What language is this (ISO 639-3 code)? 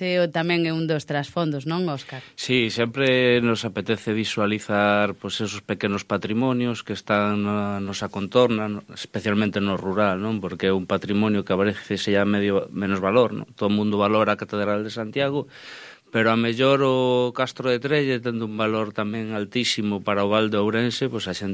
glg